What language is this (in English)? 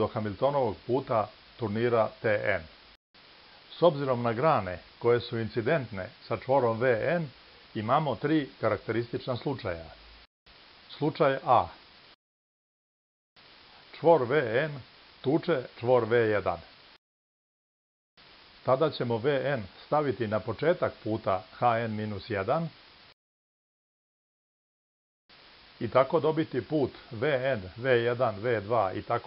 Serbian